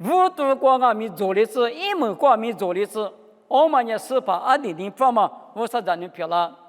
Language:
Lisu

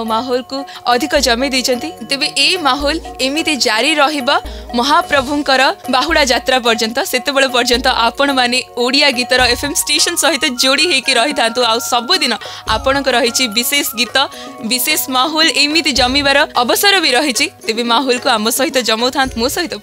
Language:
Odia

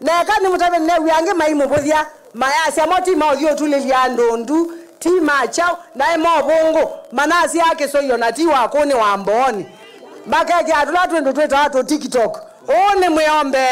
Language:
Kamba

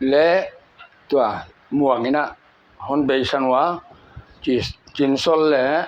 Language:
Paite Chin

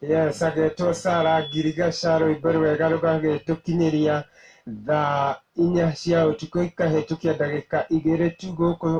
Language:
Kikuyu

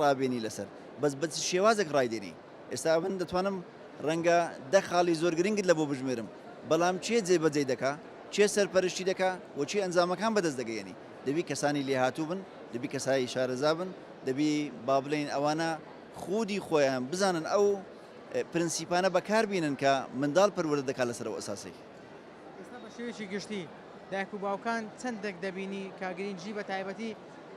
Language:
Central Kurdish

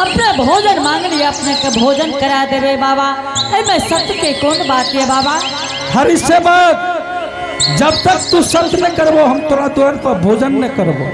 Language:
Angika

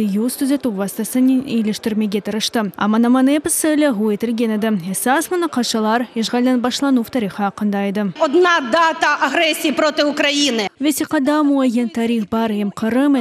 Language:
Crimean Tatar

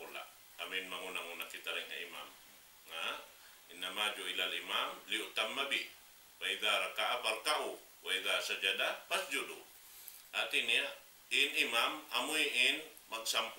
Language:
Tausug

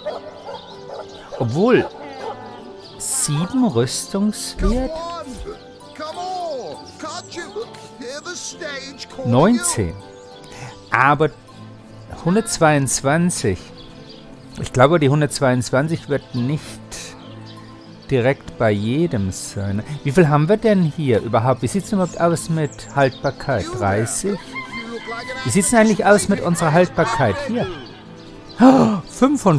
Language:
German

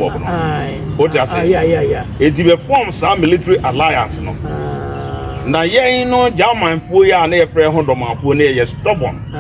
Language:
Akan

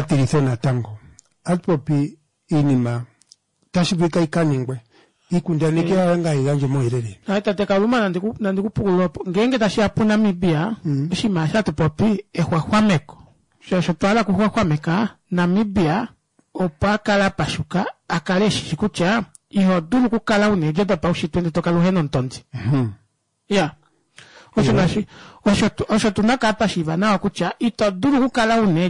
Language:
Kuanyama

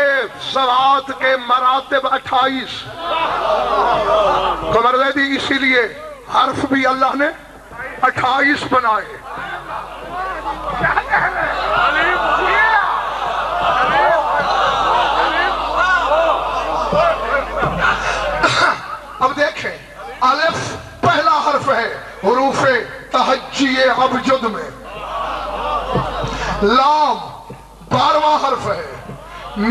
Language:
Urdu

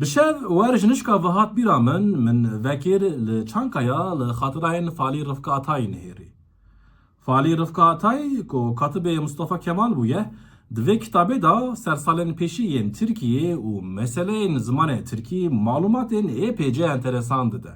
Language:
Kurdish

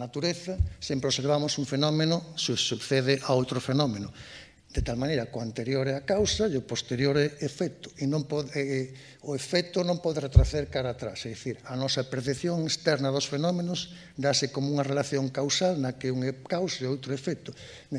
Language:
Galician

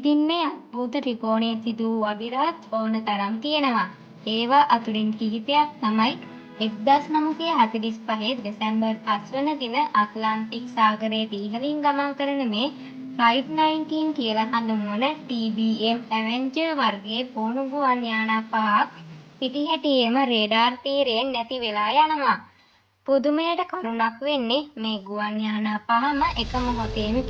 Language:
Sinhala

